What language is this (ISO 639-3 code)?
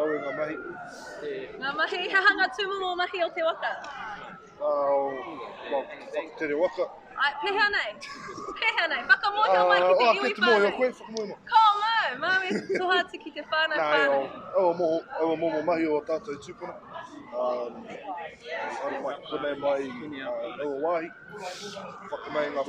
mri